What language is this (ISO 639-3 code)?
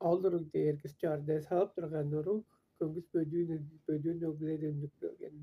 tyv